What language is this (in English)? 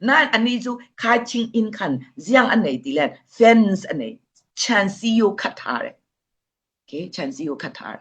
Falam Chin